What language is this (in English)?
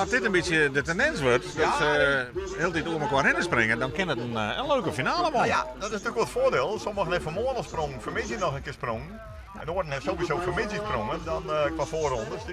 Western Frisian